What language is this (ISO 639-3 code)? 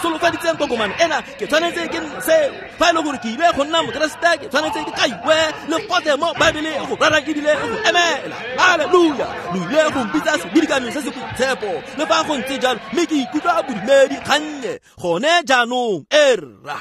tsn